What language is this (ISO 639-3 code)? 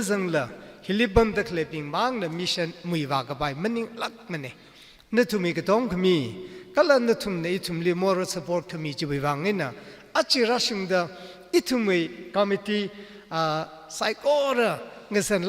nmf